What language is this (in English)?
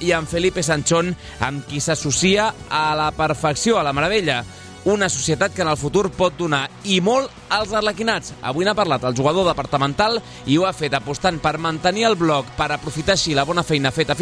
Catalan